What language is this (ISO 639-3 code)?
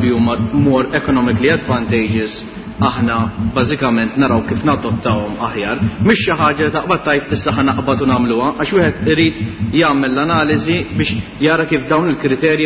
mlt